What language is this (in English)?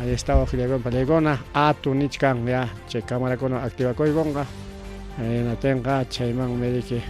Ayacucho Quechua